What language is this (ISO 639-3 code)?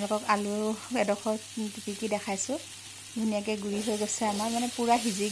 asm